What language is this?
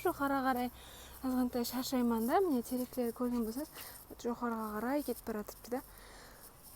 Kara-Kalpak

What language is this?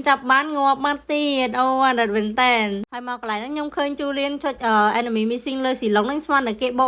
Khmer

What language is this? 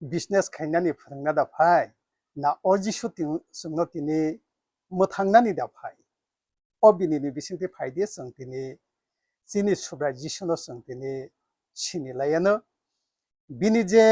Kok Borok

